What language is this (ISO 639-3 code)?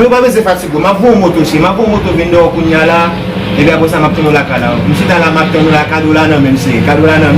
hat